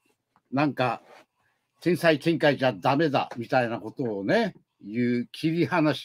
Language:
Japanese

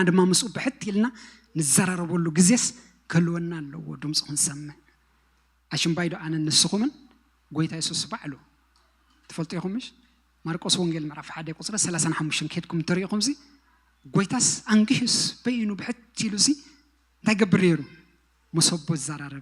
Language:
Tigrinya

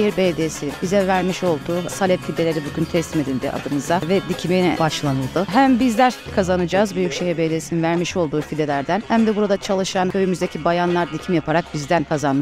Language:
Turkish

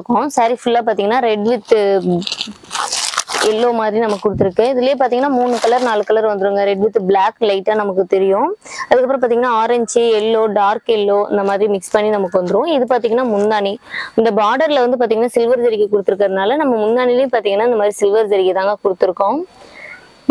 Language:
Tamil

